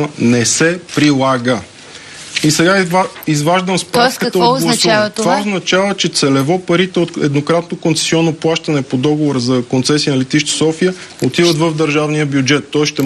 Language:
Bulgarian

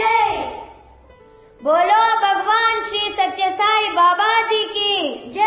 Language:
Telugu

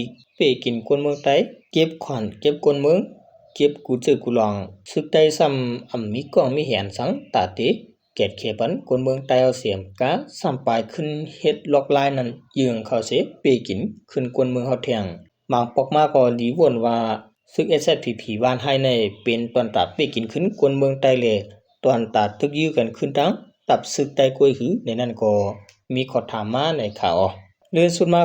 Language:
Shan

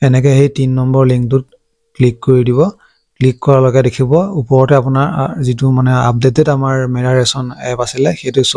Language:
Assamese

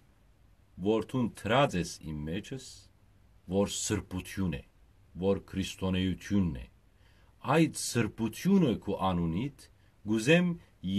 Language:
Western Armenian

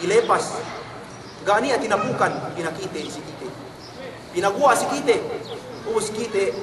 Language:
Yakan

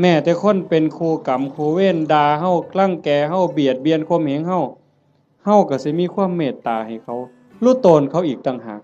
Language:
Northeastern Thai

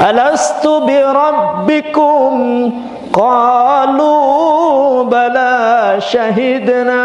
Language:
Sasak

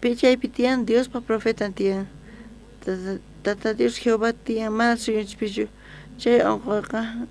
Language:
South Bolivian Quechua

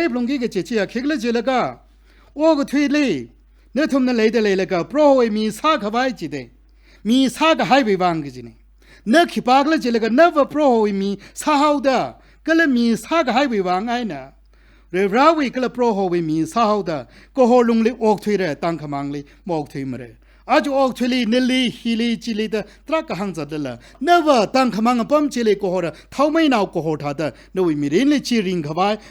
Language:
Tangkhul Naga (India)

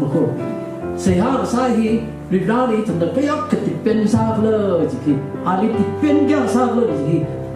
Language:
Tangkhul Naga (India)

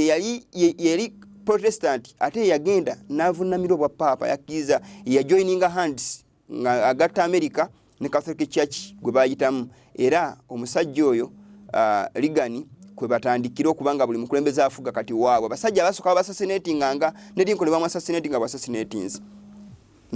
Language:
Ganda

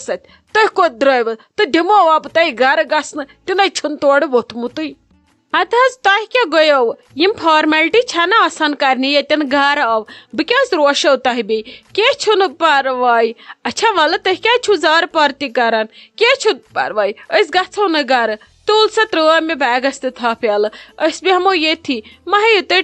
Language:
Kashmiri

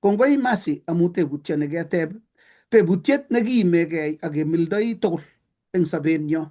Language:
Kalenjin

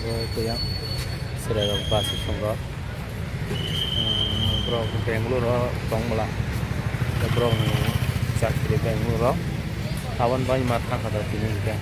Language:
Kok Borok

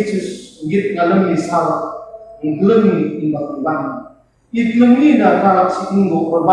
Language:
Batak Karo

